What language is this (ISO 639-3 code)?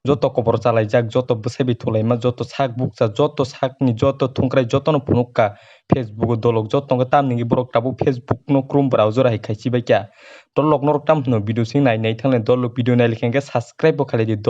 trp